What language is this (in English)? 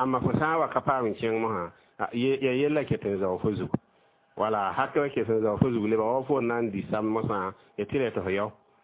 Mossi